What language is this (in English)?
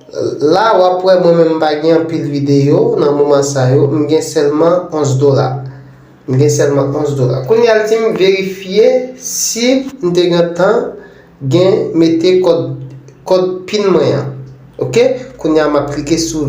Haitian Creole